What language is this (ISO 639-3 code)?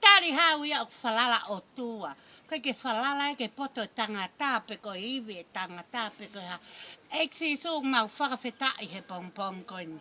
ton